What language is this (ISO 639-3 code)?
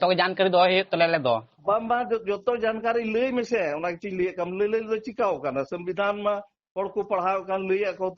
sat